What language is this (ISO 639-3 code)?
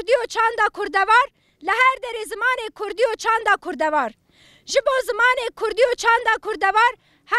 kur